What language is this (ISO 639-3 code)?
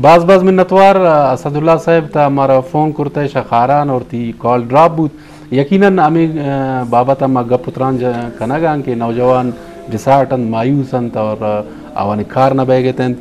bgp